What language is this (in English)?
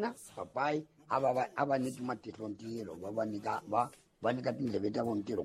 Tsonga